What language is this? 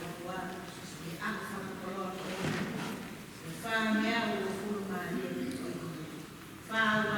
Tongan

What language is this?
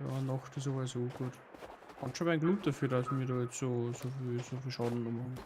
Bavarian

